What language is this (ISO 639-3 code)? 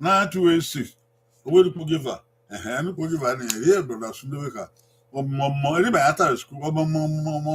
bin